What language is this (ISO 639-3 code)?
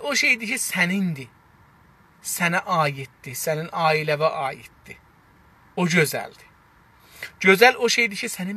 azb